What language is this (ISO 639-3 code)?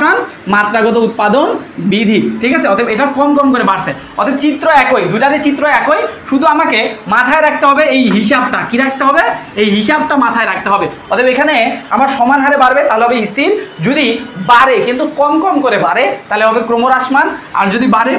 ben